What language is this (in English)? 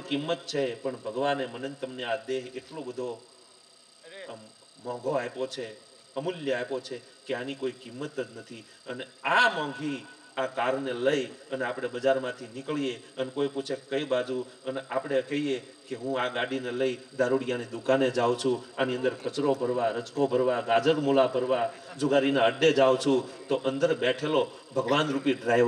Gujarati